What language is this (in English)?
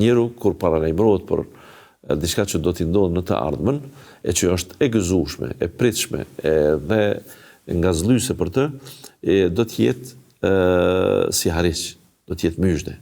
Albanian